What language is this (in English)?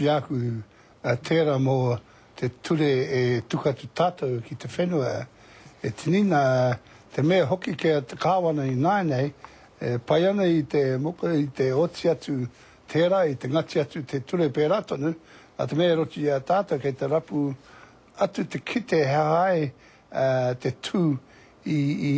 Māori